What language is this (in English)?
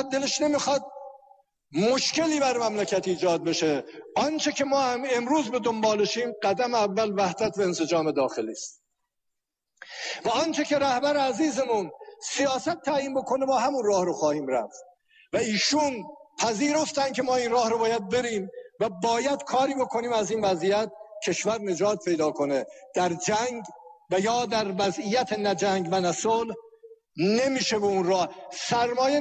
Persian